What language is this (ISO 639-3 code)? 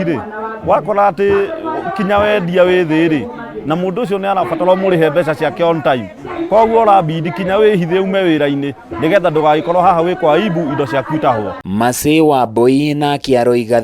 kik